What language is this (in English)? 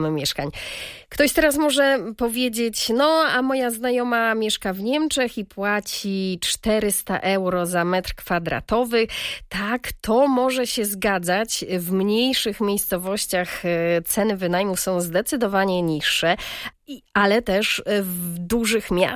Polish